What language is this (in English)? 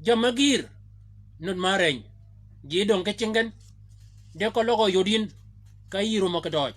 Shilluk